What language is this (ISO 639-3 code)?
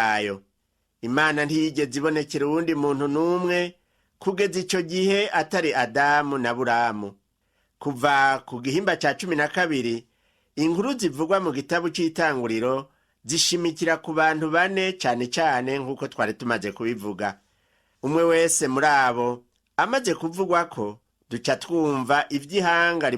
run